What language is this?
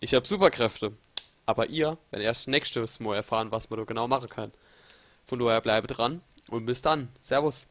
Palatine German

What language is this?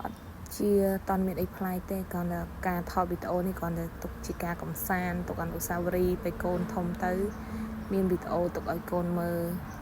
Khmer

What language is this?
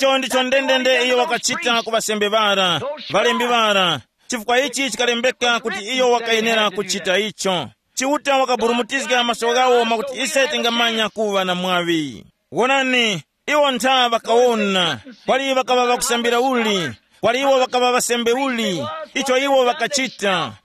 Tumbuka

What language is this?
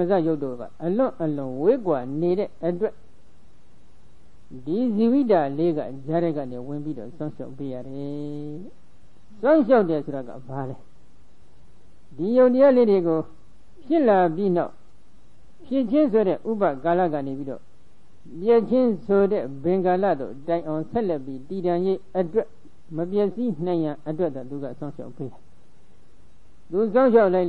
Burmese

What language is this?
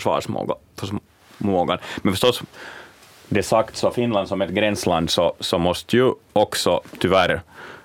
Swedish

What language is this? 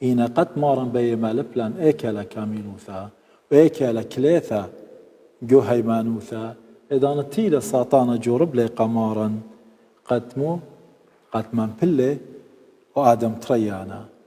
Assyrian Neo-Aramaic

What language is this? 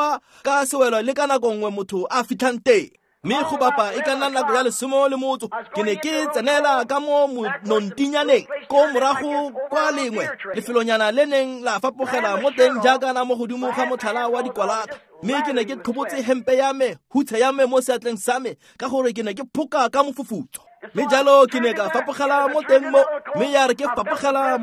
Tswana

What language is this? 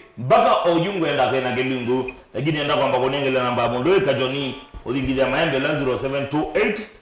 Kamba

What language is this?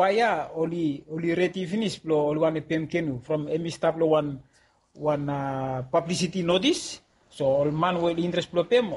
Bislama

